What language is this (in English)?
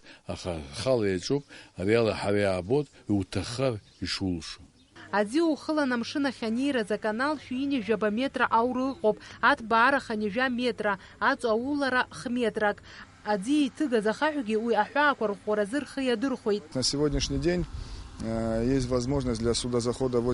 Abkhazian